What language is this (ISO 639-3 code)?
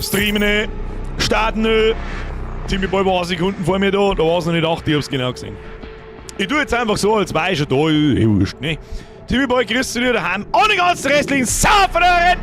bar